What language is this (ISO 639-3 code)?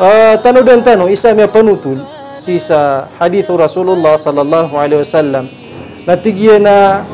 mrw